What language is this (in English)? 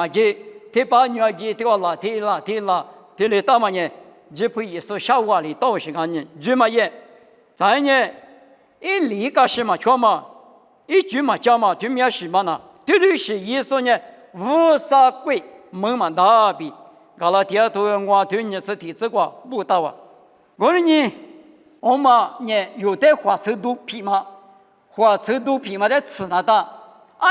Lisu